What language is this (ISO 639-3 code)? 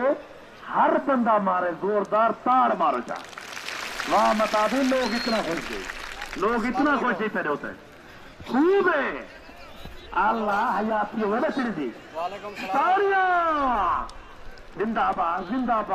skr